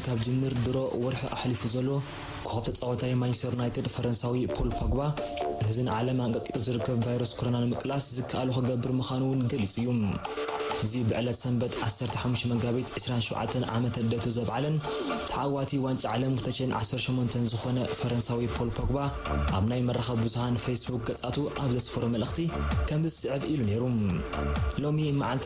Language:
Tigrinya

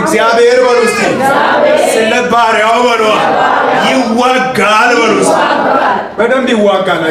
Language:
Amharic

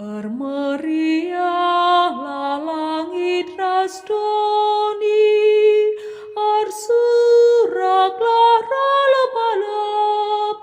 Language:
Batak Karo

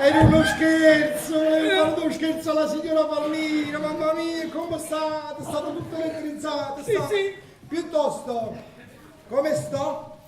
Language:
Neapolitan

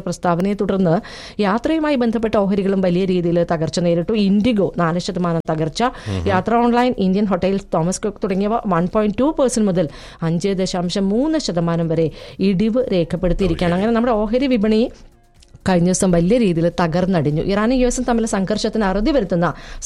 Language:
Malayalam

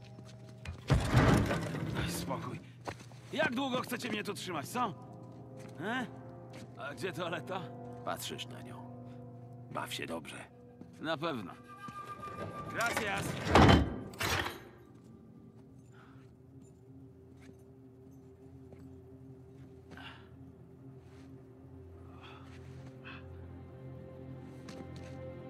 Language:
Polish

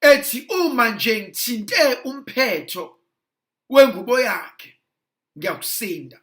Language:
Zulu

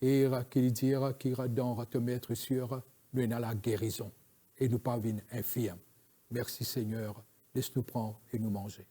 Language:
Morisyen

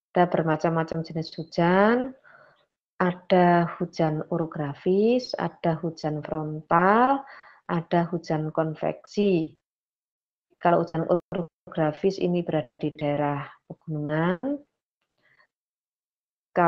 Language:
Indonesian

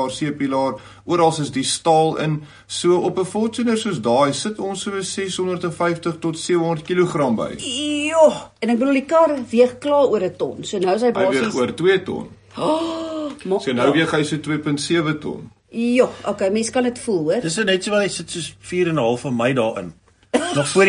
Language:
Afrikaans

